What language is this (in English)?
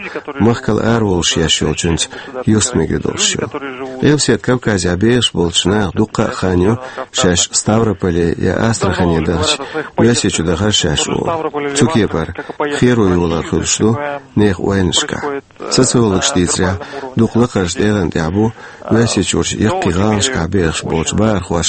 Chechen